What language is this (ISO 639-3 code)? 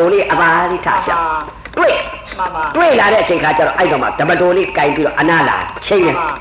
mya